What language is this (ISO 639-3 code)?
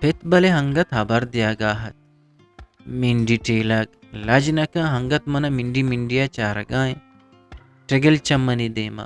bgp